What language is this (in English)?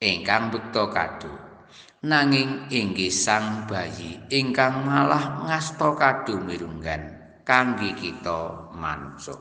Javanese